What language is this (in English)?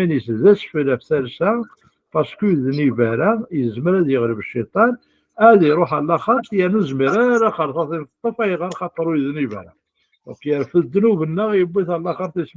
Kabyle